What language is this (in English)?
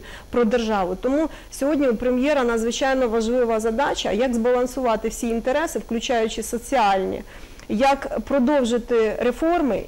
Ukrainian